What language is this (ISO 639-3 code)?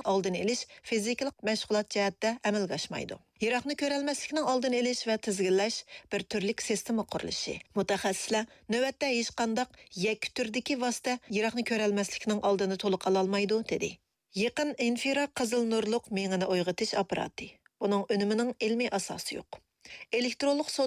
uig